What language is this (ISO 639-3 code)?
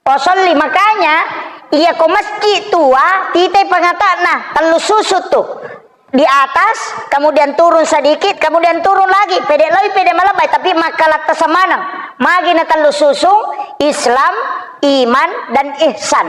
bug